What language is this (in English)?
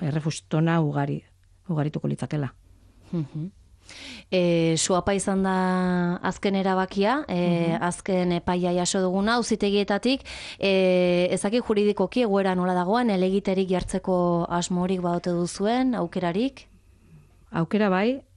Basque